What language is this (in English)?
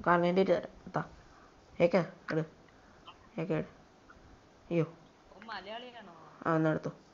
Malayalam